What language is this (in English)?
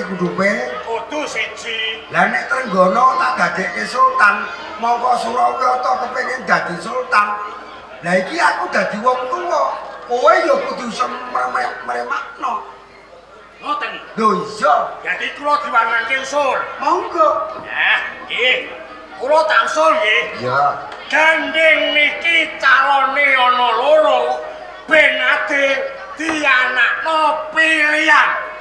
Javanese